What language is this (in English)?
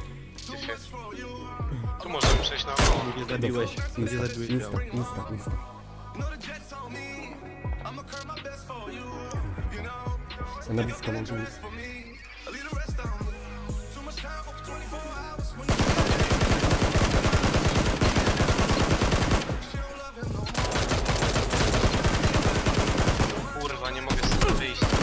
Polish